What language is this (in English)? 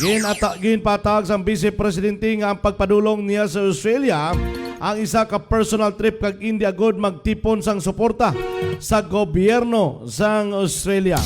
Hiligaynon